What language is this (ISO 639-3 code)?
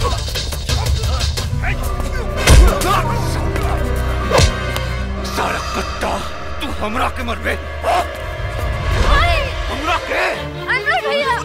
bho